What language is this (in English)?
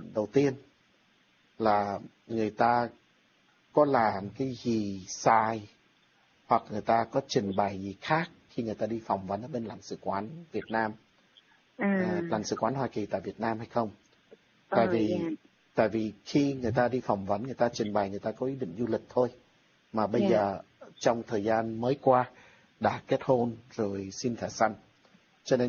Vietnamese